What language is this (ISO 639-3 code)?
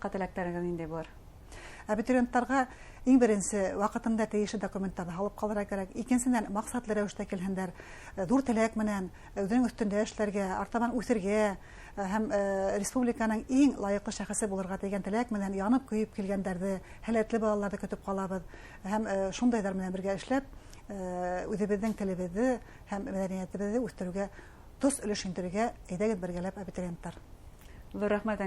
bak